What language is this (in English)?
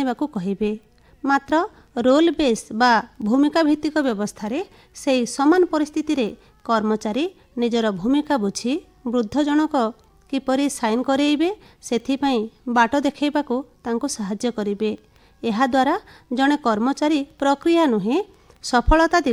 Odia